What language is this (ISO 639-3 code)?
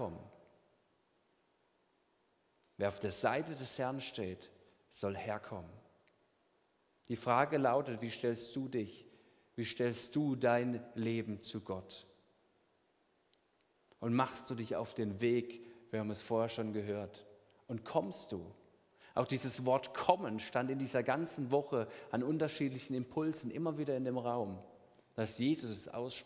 deu